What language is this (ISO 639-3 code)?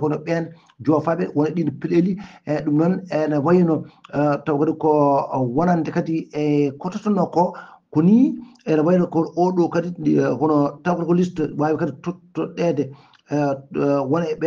ful